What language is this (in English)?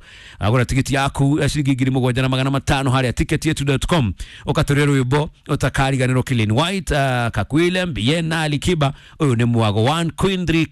Kikuyu